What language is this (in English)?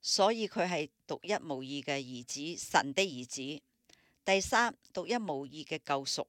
Cantonese